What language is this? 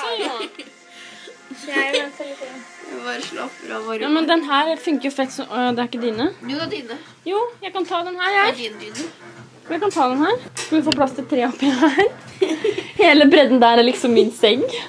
Norwegian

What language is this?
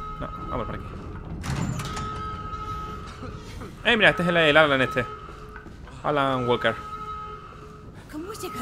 Spanish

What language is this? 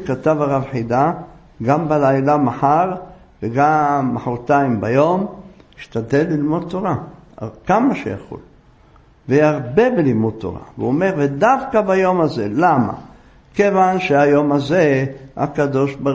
Hebrew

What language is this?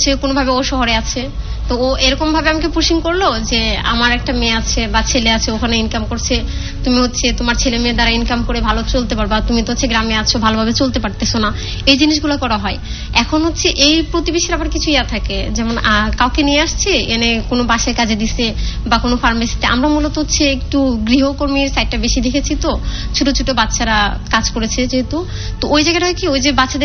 Bangla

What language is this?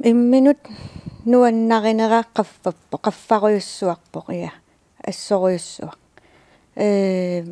Kalaallisut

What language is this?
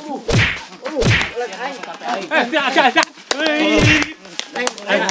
Sundanese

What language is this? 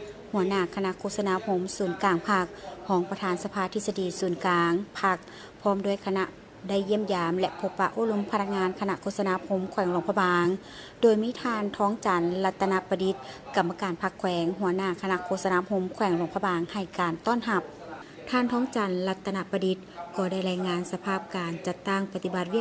Lao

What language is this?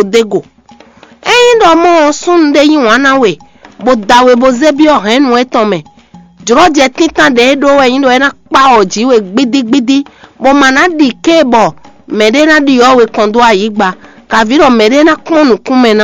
Fon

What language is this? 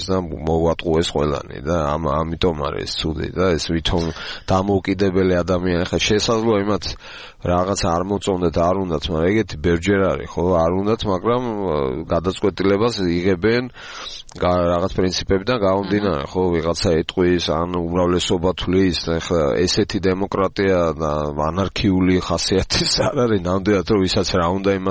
Georgian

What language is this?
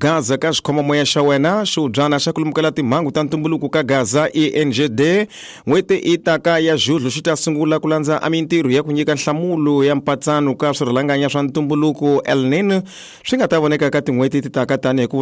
Tsonga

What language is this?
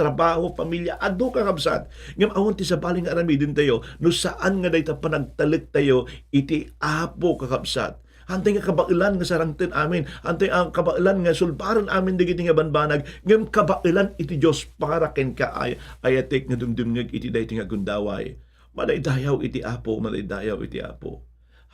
Iloko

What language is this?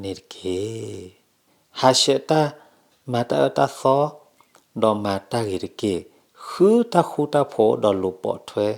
S'gaw Karen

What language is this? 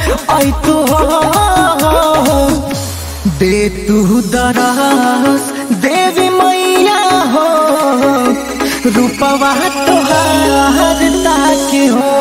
Bhojpuri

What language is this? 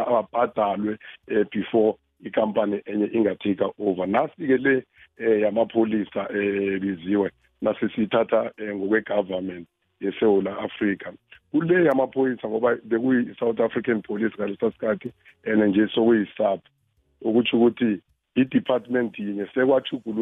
South Ndebele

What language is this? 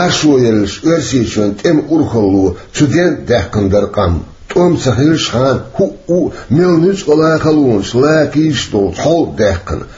Chechen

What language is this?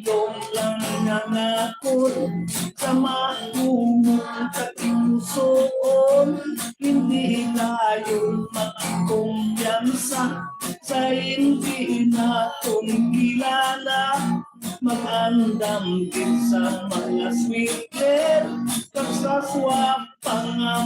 Hiligaynon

